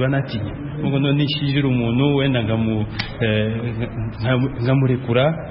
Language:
Kinyarwanda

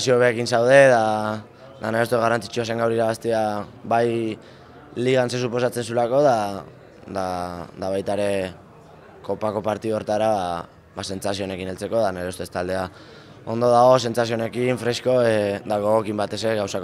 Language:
Basque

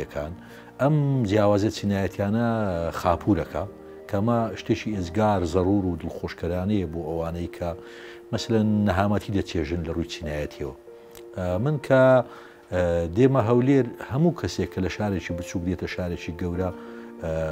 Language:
Central Kurdish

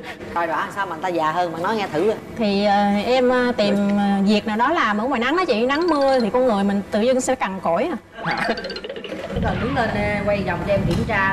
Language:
Vietnamese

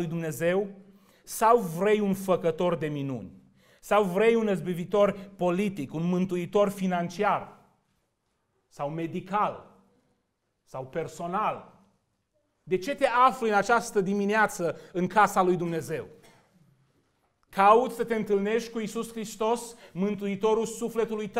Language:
Romanian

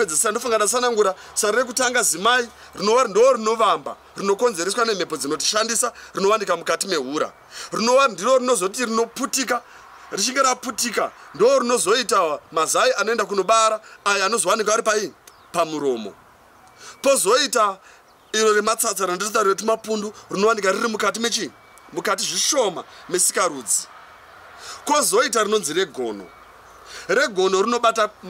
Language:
Shona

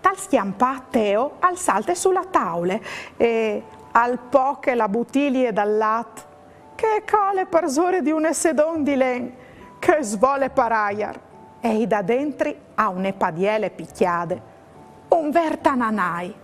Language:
Friulian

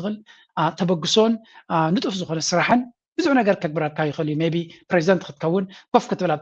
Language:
Tigrinya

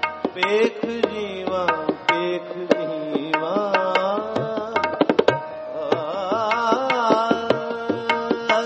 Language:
Punjabi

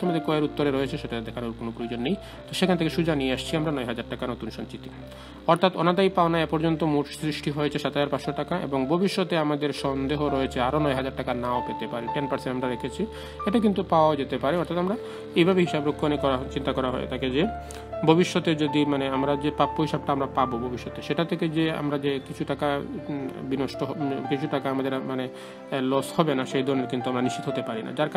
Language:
Bangla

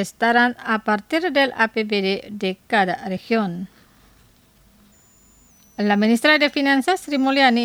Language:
Spanish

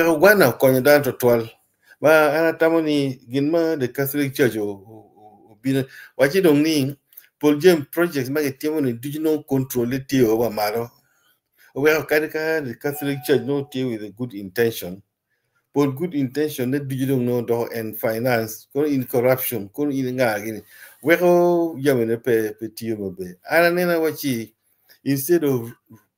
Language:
Acoli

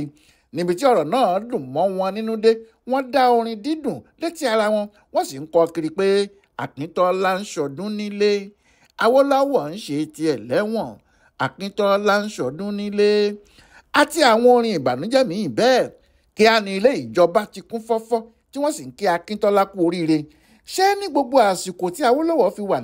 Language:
Yoruba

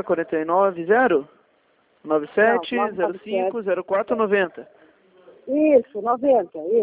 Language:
Portuguese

